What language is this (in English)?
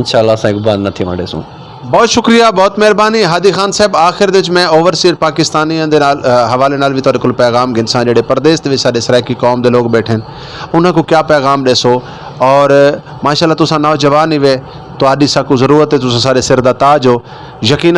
Saraiki